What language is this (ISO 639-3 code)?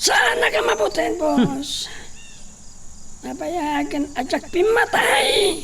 ilo